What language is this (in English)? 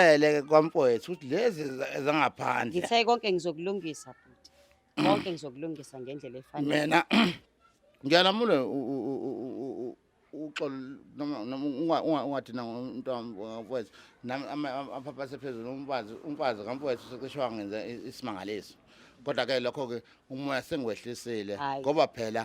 Zulu